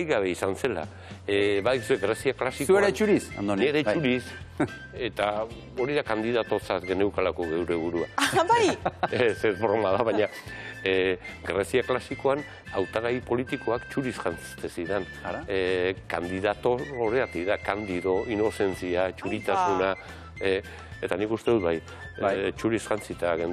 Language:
Basque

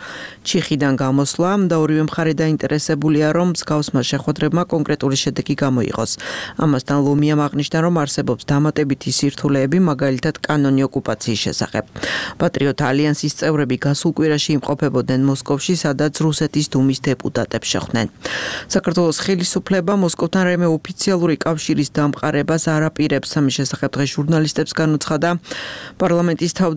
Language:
Georgian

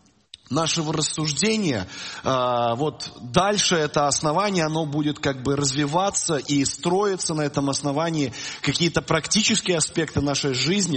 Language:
Russian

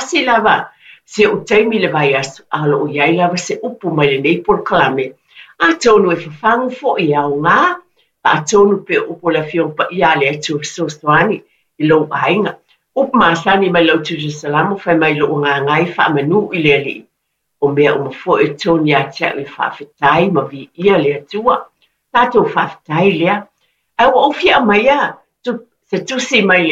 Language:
Samoan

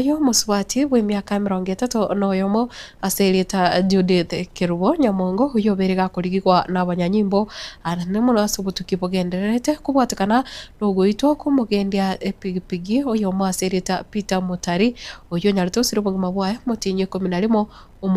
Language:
Gusii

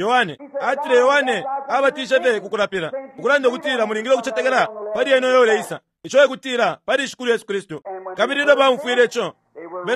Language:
Bemba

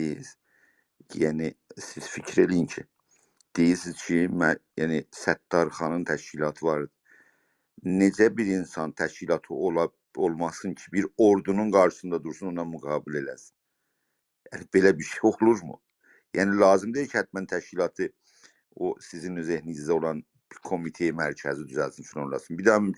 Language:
South Azerbaijani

